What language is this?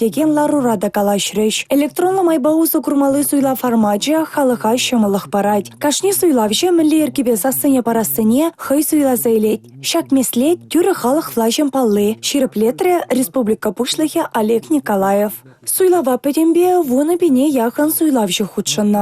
Chuvash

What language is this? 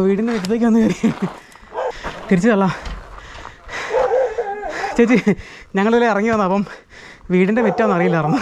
Malayalam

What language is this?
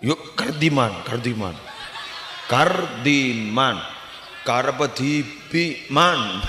Madurese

